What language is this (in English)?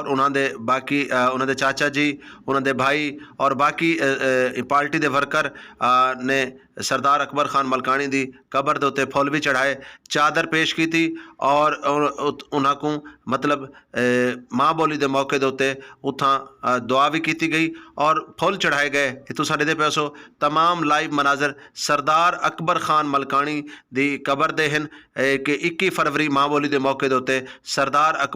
Saraiki